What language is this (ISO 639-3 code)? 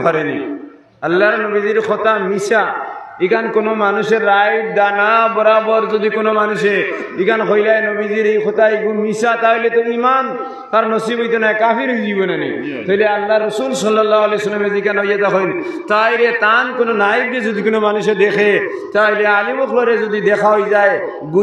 syl